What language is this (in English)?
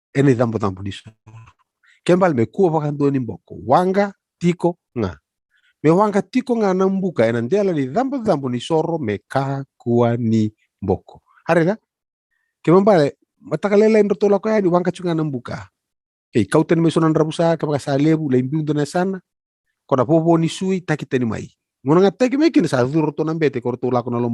Fijian